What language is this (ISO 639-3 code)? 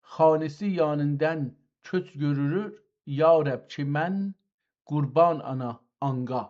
azb